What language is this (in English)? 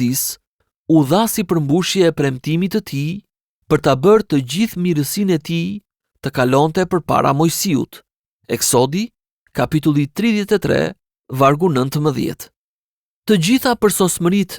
Albanian